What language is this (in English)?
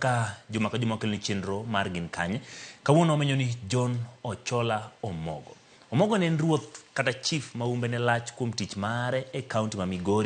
Luo (Kenya and Tanzania)